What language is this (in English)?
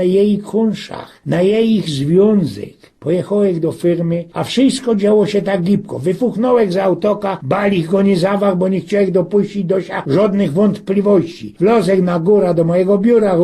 Silesian